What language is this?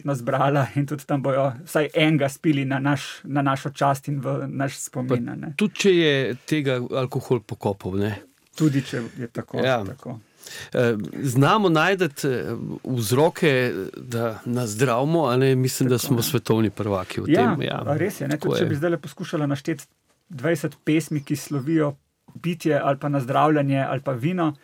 Slovenian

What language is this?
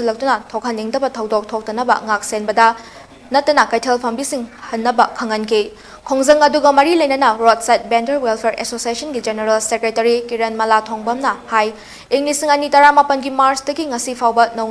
Manipuri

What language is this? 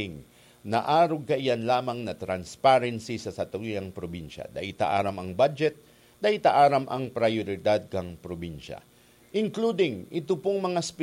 Bikol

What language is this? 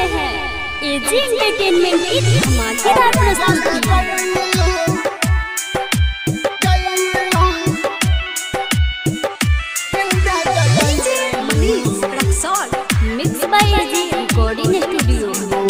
Bhojpuri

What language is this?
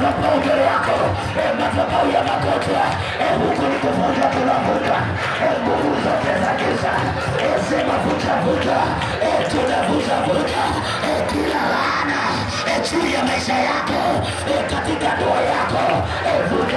Swahili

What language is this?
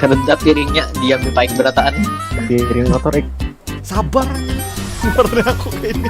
Banjar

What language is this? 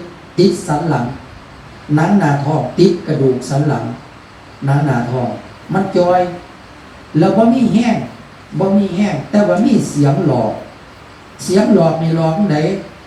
Northeastern Thai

